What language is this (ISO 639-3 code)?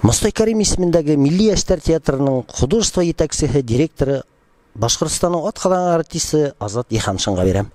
bak